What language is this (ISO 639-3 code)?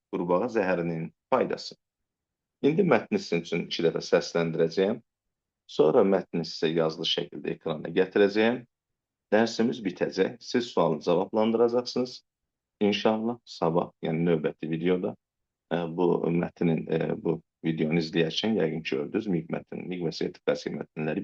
aze